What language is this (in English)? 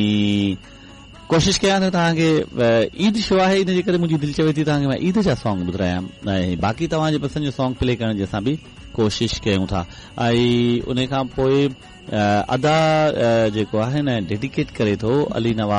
Sindhi